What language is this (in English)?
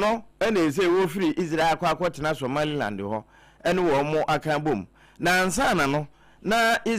Akan